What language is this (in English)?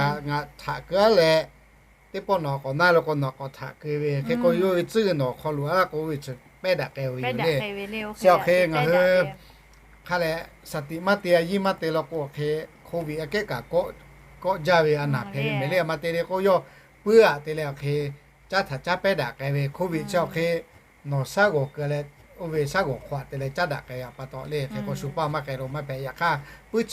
Lahu